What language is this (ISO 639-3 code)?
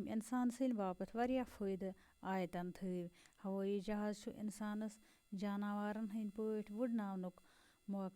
kas